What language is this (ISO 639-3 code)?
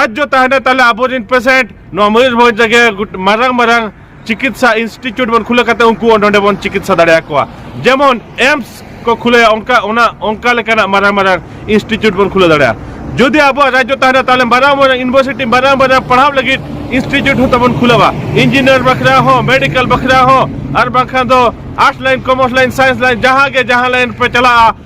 sat